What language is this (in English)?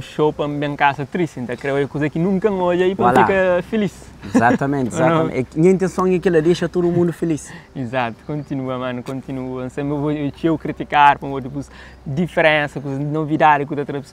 Kabuverdianu